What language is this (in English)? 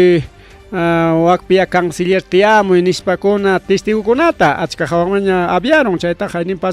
Ayacucho Quechua